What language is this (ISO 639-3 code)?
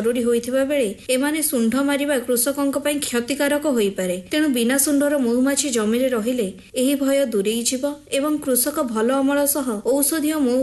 ori